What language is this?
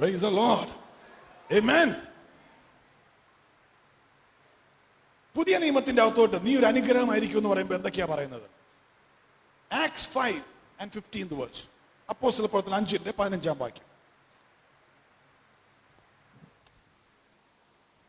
Malayalam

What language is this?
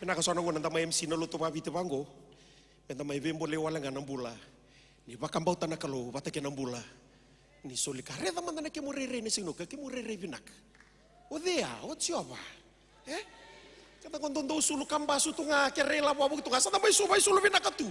Fijian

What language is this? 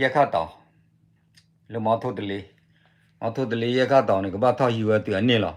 S'gaw Karen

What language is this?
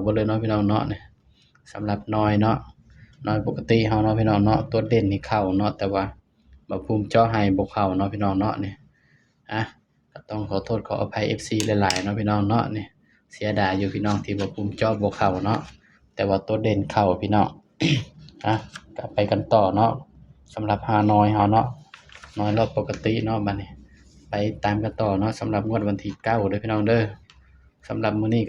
Northeastern Thai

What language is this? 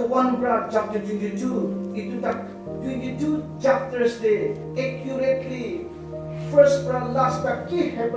Naga Pidgin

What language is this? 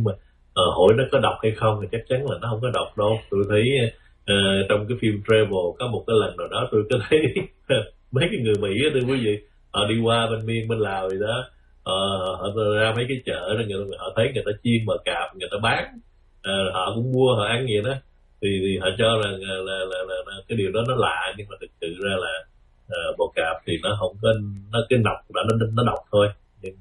Vietnamese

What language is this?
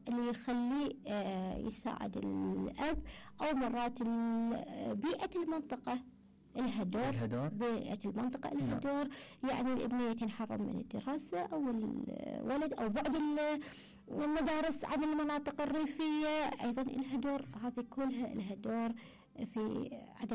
Mesopotamian Arabic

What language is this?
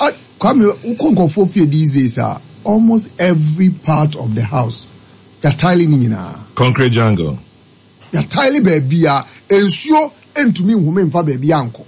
Akan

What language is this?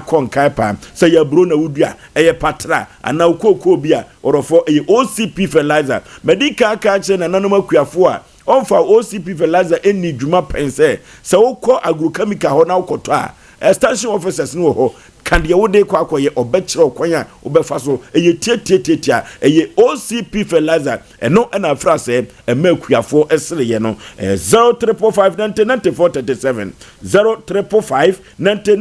Akan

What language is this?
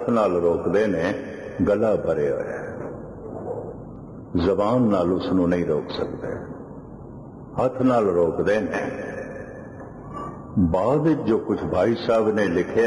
Punjabi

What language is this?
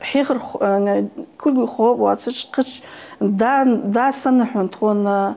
Ingush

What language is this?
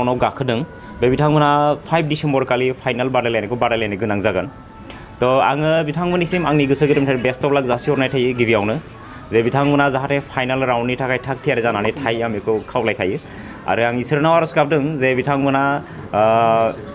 Bodo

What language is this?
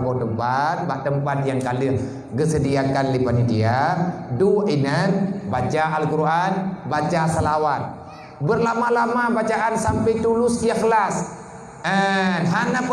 Achinese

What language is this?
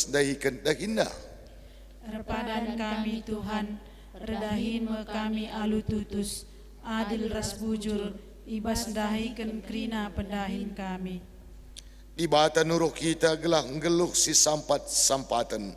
Batak Karo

